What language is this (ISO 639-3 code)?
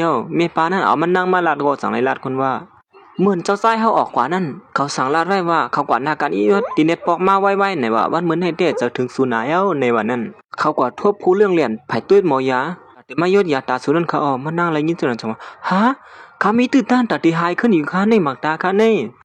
shn